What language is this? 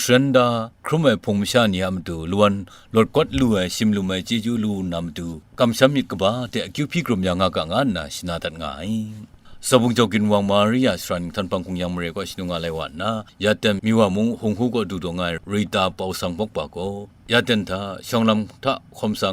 Kachin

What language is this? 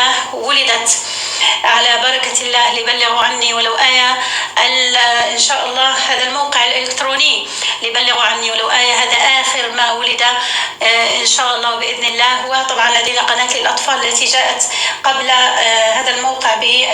North Levantine Arabic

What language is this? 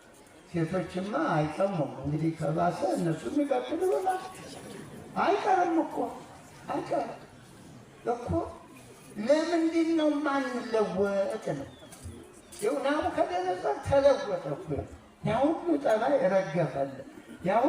Amharic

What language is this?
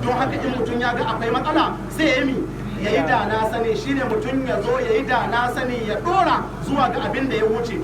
Hausa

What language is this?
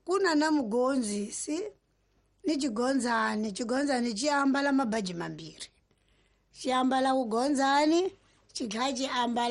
Tsonga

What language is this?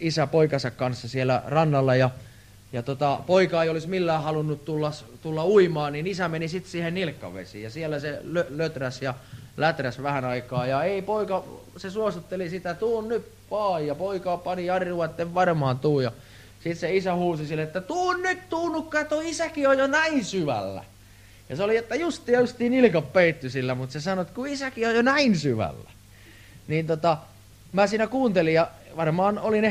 Finnish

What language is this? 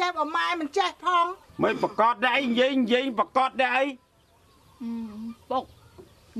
Khmer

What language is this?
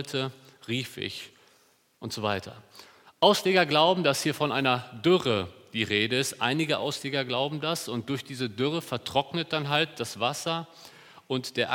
German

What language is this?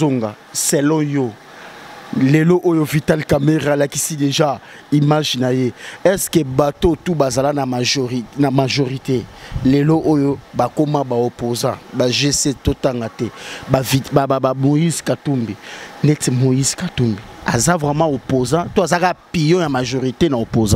Lingala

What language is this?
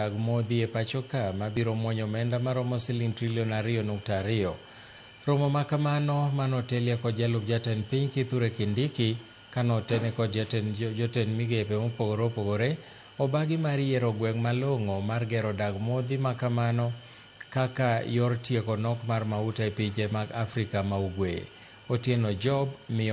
Luo (Kenya and Tanzania)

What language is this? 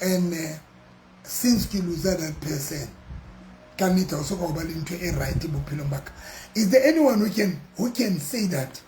Southern Sotho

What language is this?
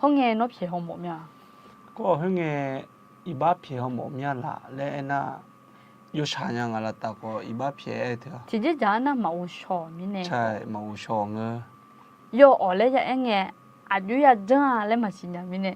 Akha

